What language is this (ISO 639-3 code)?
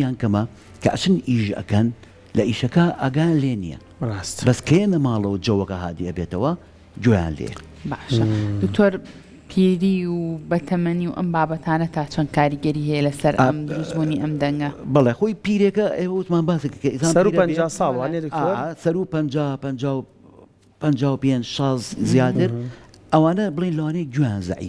ckb